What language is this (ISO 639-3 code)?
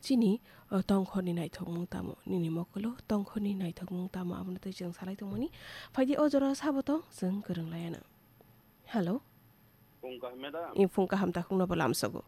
trp